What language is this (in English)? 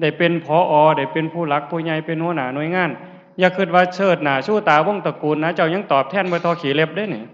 Lao